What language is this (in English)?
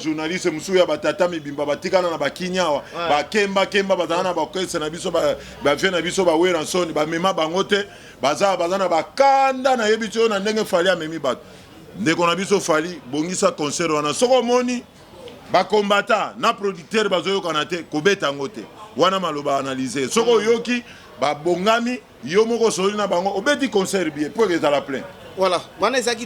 Lingala